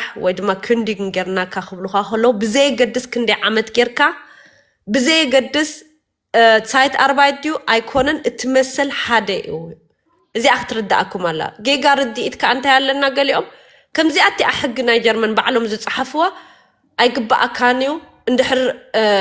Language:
Tigrinya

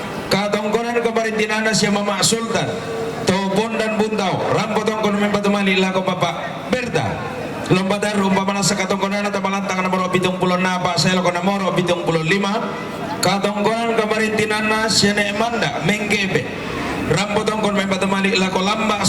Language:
Toraja-Sa'dan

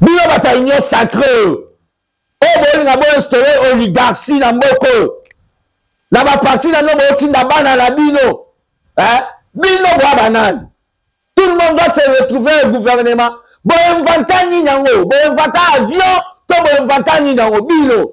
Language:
Lingala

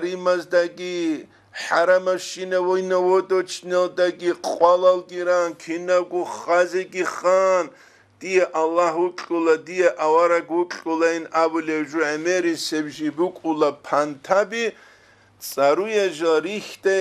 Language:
Avaric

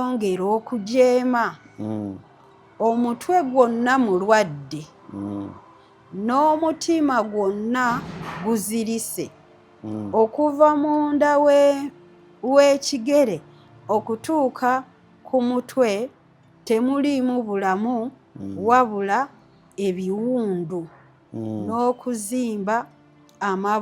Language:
Ganda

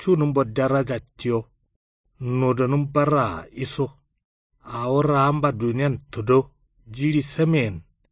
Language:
Kanuri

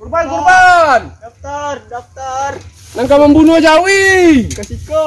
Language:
Minangkabau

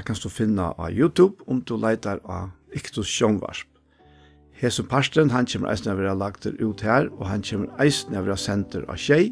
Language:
Faroese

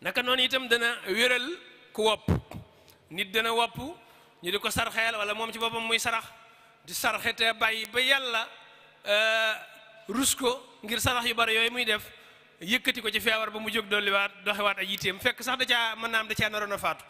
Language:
Wolof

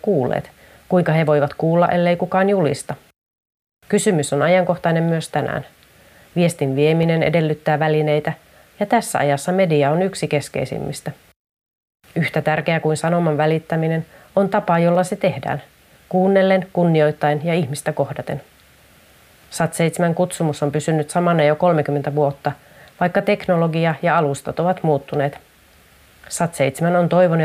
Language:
Finnish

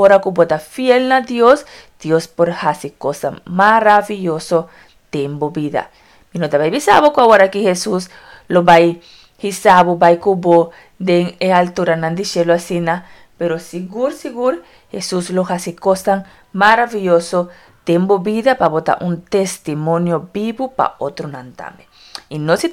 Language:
Papiamento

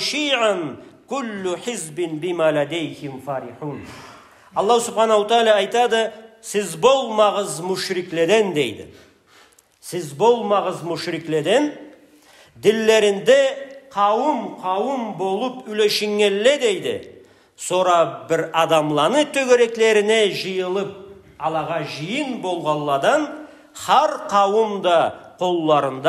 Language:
Karachay-Balkar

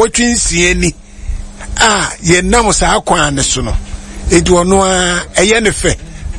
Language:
Akan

